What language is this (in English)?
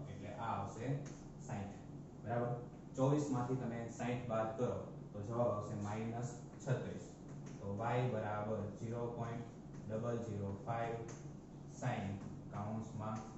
Gujarati